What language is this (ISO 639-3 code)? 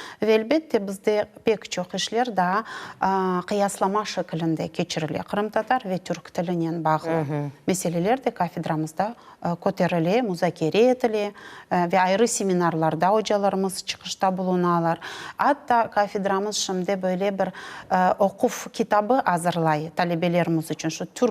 crh